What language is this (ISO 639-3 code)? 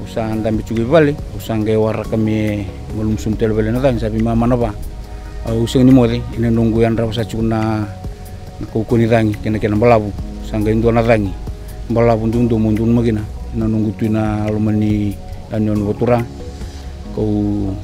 fij